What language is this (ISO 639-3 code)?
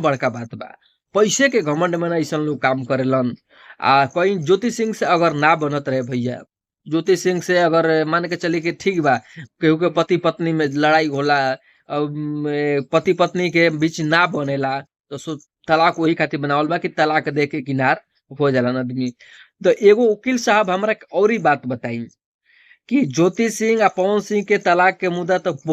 bho